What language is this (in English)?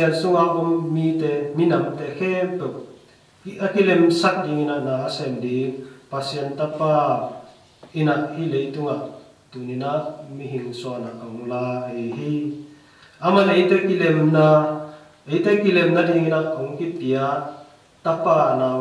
Tedim Chin